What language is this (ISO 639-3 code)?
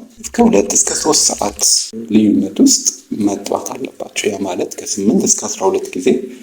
amh